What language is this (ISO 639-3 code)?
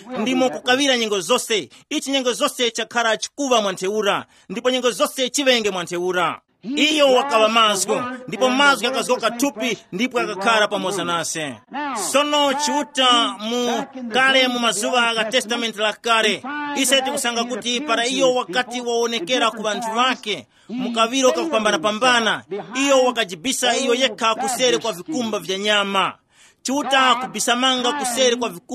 tum